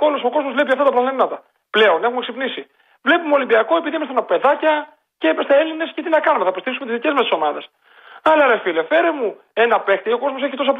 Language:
Greek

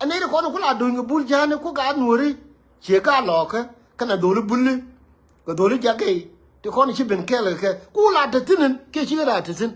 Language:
Nuer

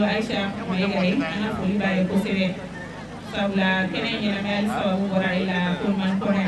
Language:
Bambara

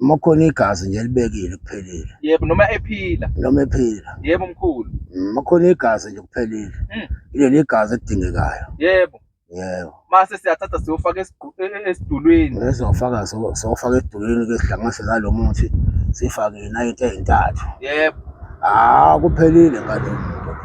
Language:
Zulu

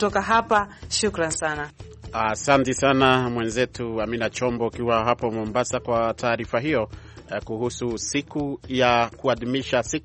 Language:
Swahili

